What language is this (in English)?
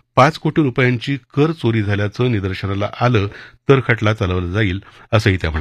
Marathi